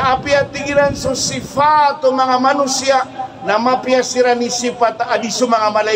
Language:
Maranao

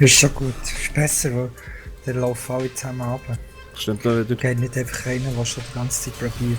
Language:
Swiss German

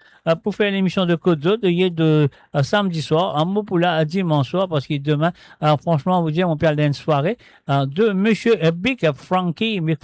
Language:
Morisyen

